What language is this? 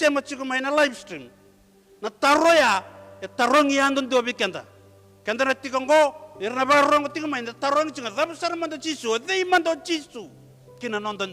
Fijian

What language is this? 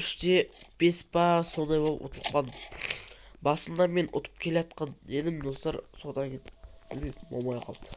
Kazakh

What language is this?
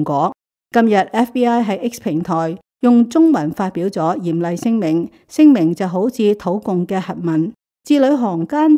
Cantonese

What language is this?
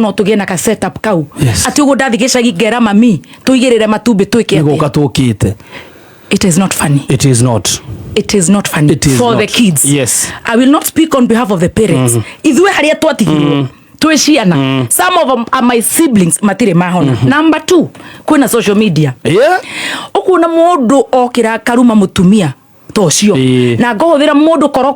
Kikuyu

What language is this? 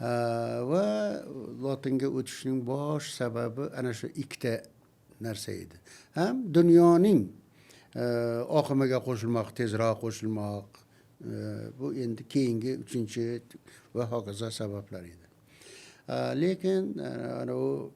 Uzbek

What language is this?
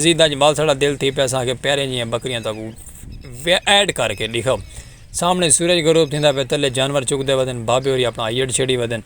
Saraiki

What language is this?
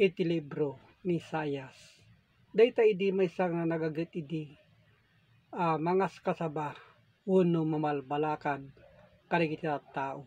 Iloko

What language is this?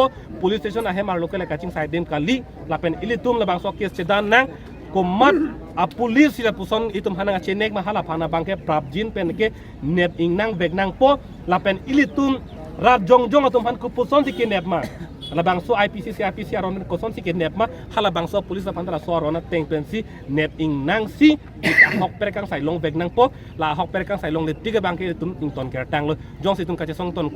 Karbi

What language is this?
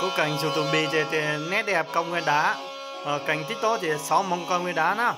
Hmong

